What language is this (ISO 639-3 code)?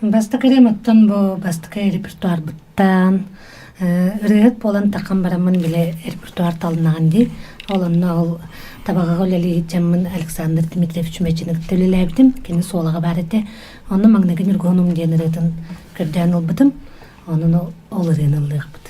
sah